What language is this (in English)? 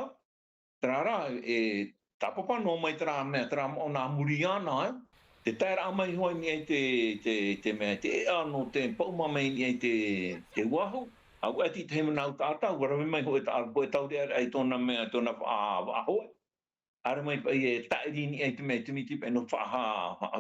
Tahitian